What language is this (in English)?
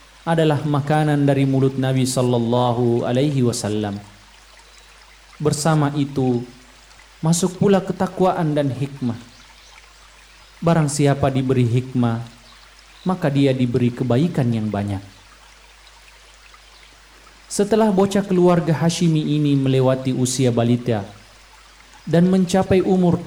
Indonesian